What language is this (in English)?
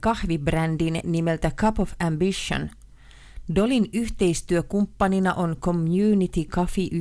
Finnish